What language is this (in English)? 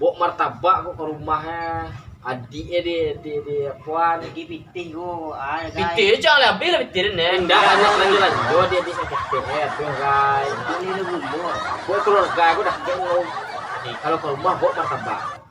Minangkabau